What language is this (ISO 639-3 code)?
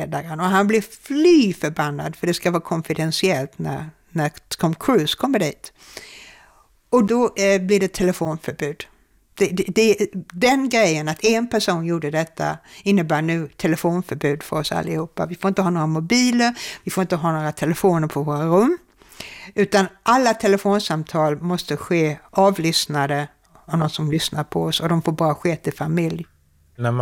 swe